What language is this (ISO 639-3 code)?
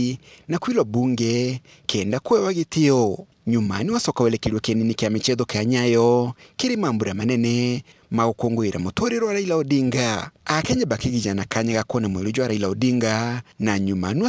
mer